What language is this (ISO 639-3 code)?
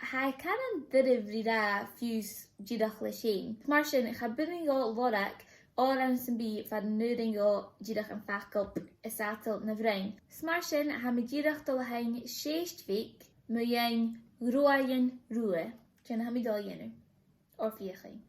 gla